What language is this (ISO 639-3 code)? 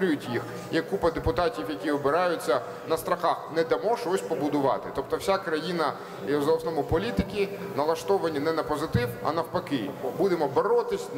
ukr